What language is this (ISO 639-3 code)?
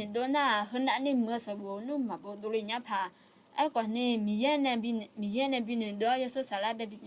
ahk